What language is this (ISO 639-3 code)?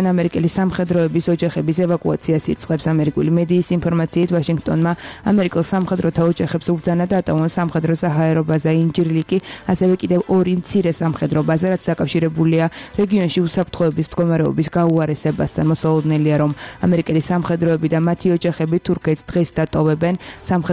kat